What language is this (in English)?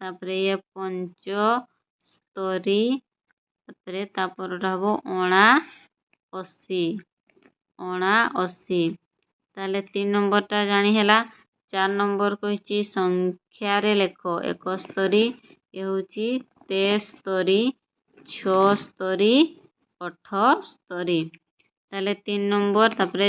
Odia